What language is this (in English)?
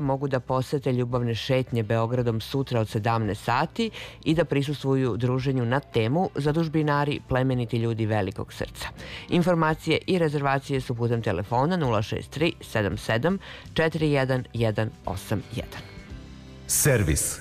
Serbian